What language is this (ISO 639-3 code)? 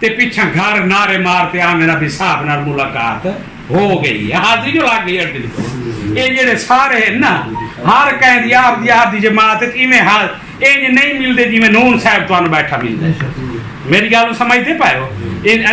skr